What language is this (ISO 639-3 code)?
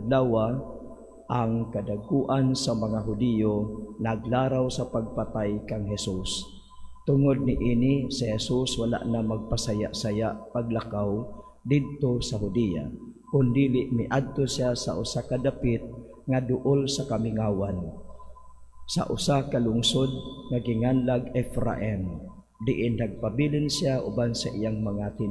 ceb